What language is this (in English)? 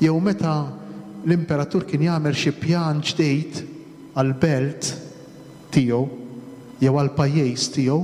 Maltese